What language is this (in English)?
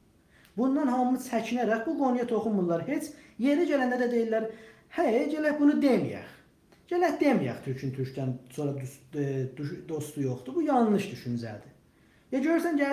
South Azerbaijani